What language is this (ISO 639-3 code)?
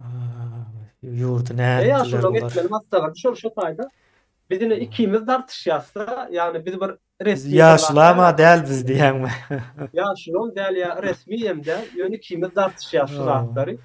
tuk